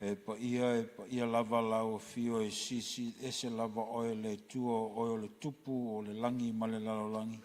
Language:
Samoan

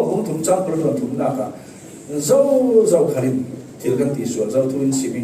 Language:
Falam Chin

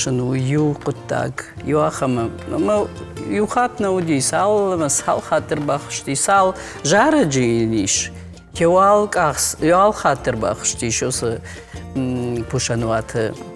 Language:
Ossetic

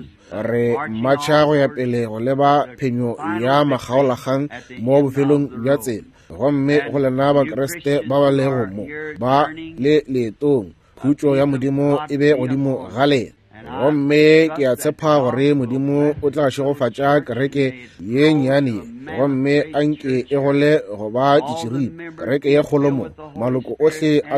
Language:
Northern Sotho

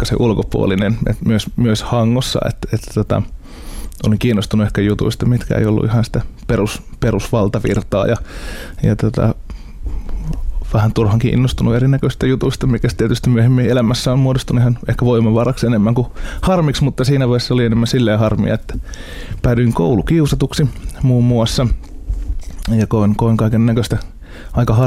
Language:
Finnish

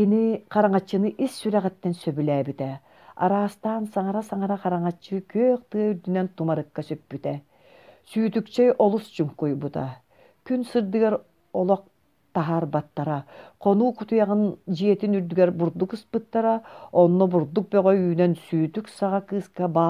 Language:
Yakut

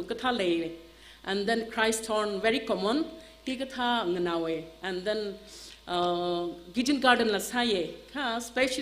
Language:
Tangkhul Naga (India)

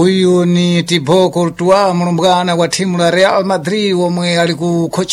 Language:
Sena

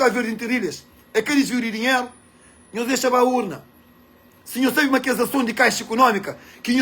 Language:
Kabuverdianu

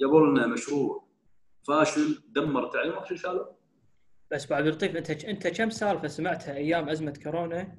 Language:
Gulf Arabic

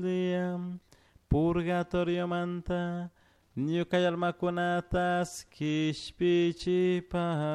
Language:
Chimborazo Highland Quichua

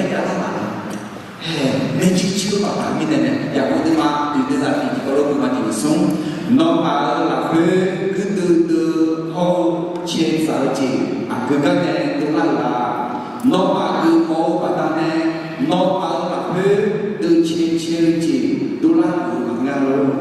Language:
Akha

